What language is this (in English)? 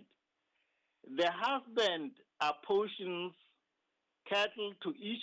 Southern Sotho